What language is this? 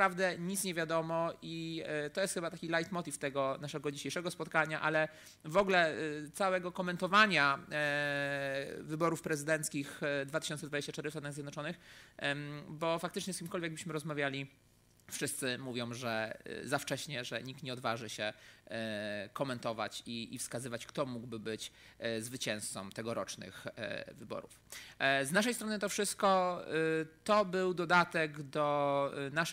Polish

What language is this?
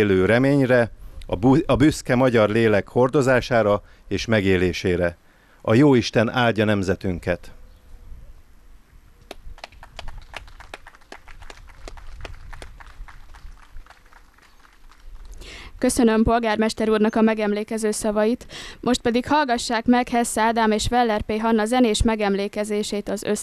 Hungarian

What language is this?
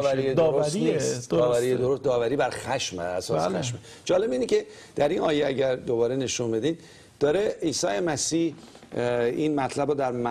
Persian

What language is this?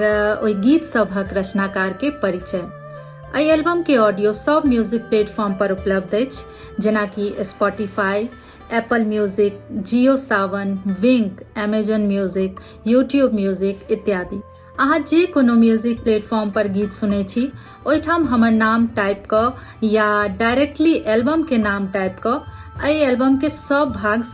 Maithili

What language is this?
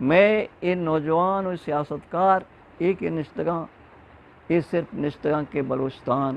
Eastern Balochi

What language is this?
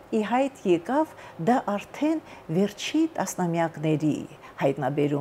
Armenian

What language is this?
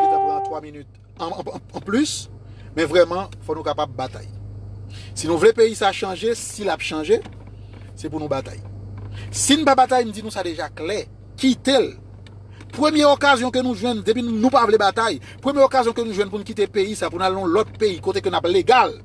Haitian Creole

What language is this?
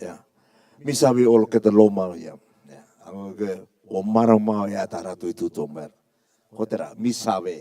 Rarotongan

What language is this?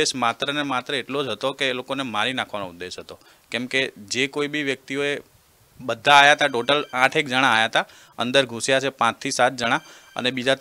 Gujarati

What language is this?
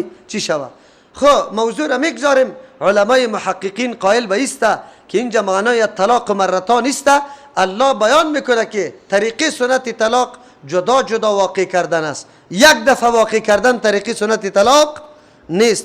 Persian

